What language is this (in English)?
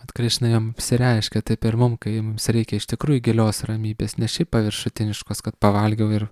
Lithuanian